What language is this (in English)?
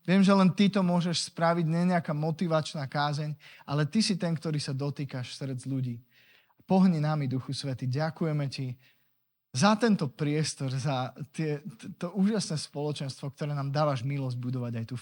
Slovak